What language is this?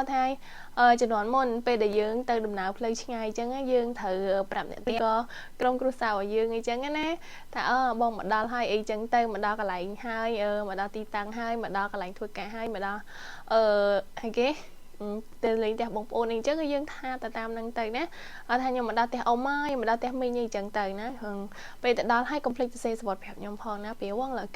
Khmer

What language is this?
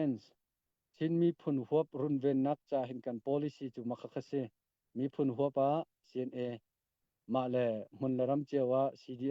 Hakha Chin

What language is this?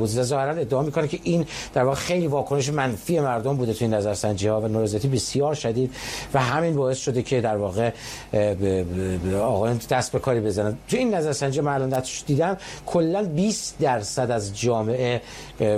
Persian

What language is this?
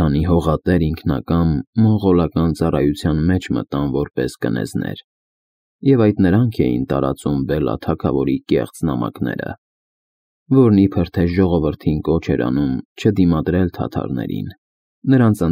Armenian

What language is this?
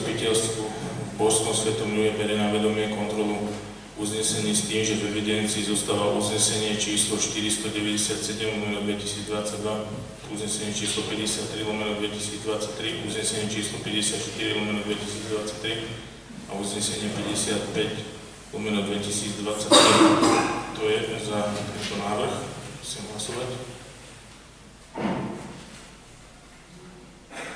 Slovak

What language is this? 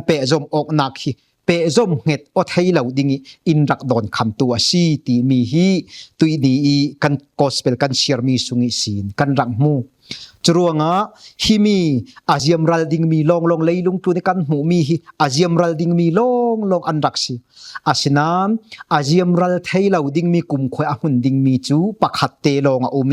Falam Chin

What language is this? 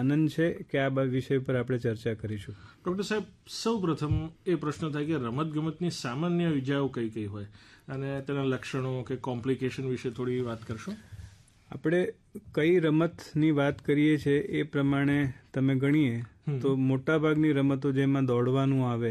Gujarati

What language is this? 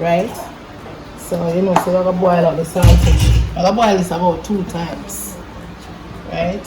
Jamaican Creole English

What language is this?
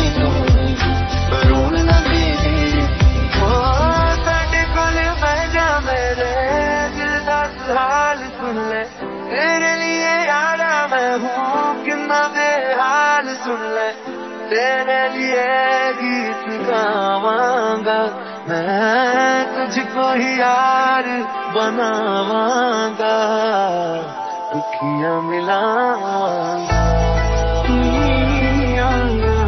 Hindi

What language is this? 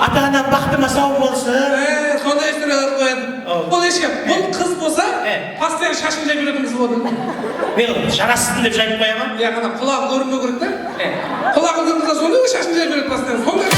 Kara-Kalpak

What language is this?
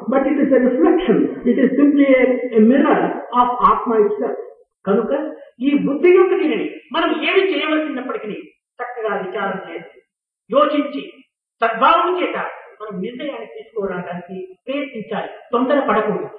Telugu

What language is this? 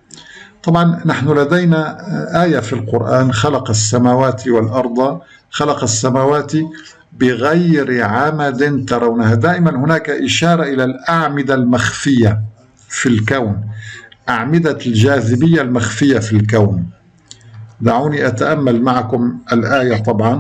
Arabic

